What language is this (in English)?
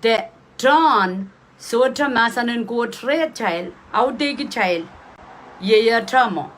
Pohnpeian